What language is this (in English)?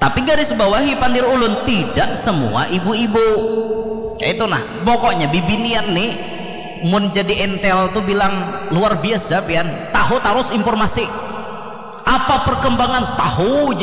Banjar